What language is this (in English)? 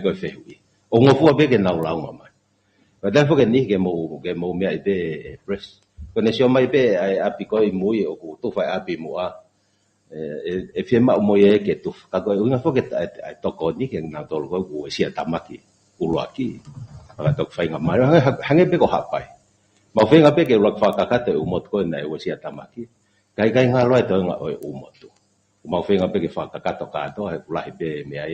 Tongan